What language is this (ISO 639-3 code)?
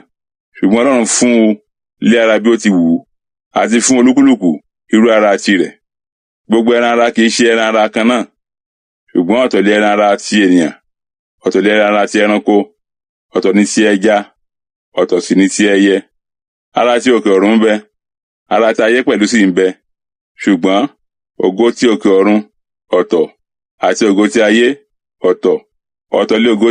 yor